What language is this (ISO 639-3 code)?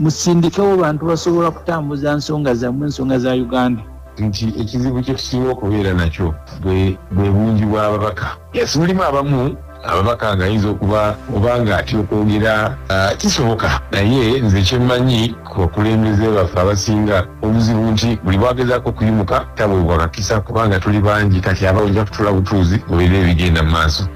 lug